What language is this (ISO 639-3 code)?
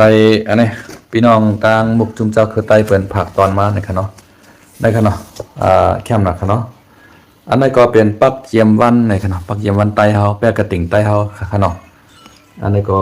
shn